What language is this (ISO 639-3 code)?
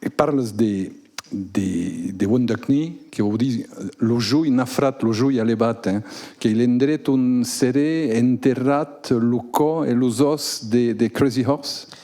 oci